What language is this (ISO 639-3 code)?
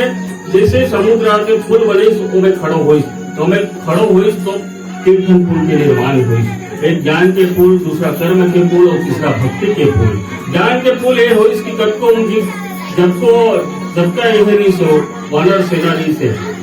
hne